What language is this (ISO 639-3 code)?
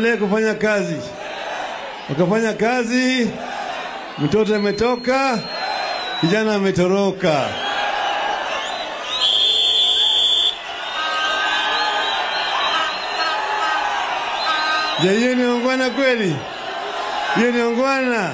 swa